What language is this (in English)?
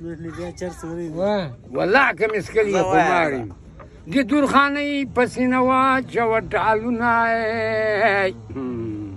Pashto